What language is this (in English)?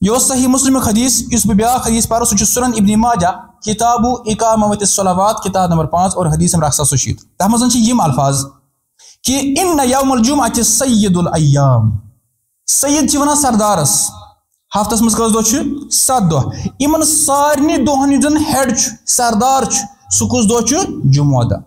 Kashmiri